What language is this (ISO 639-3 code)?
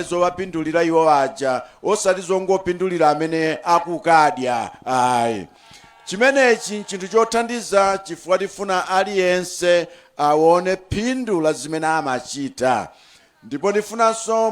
nya